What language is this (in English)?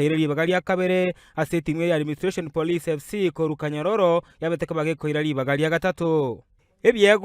Gusii